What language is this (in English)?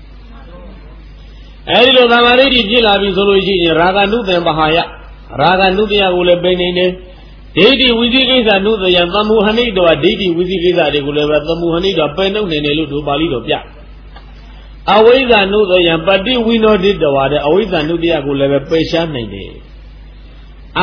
Burmese